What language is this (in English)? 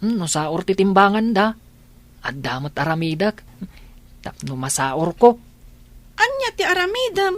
Iloko